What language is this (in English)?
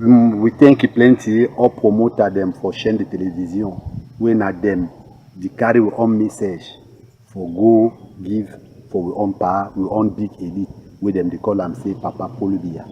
Cameroon Pidgin